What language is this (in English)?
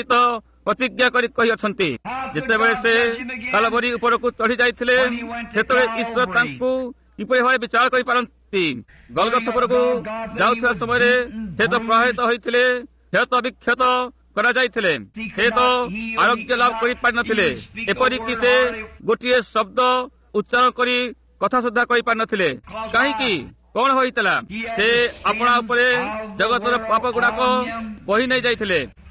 Odia